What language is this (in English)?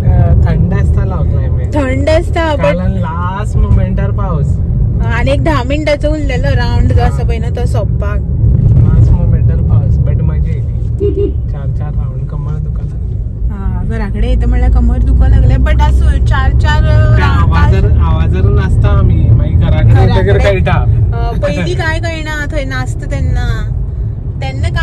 Konkani